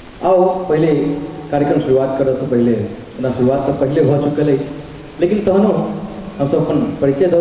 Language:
Maithili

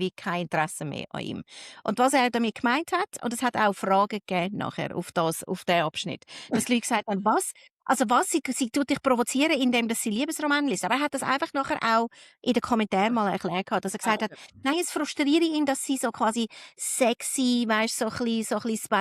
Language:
Swiss German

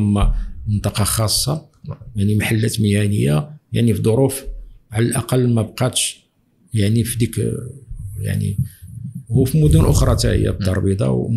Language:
Moroccan Arabic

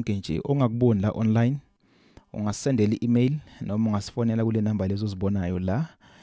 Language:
Zulu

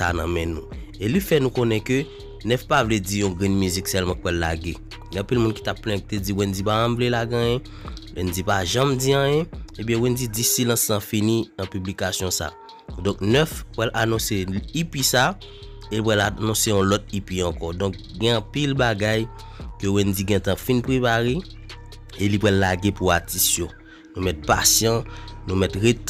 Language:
Haitian Creole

